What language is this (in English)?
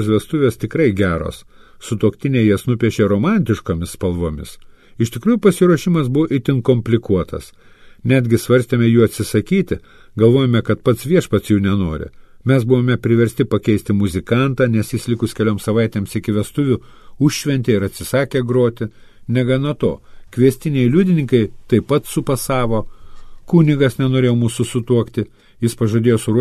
Lithuanian